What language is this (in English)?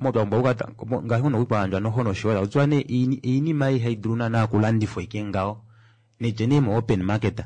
Kuanyama